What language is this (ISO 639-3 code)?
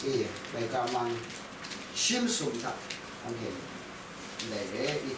kac